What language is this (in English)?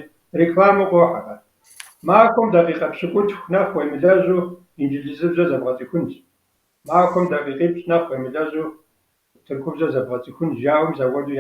Kabardian